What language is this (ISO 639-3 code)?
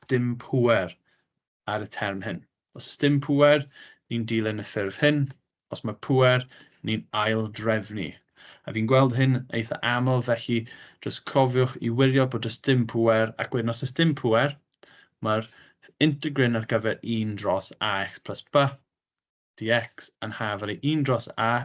cym